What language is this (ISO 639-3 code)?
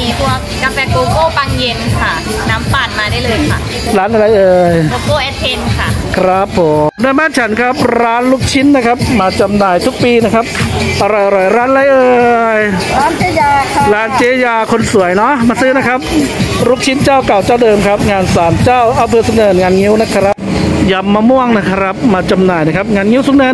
tha